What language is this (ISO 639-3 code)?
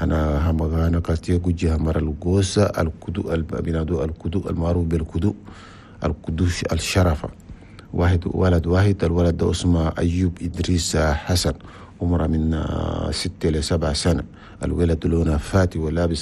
shu